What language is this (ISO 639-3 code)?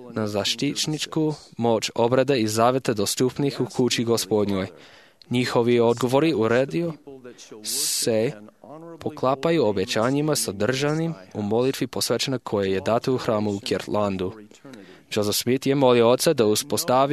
srp